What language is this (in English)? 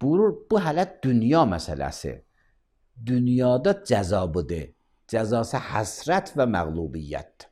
Azerbaijani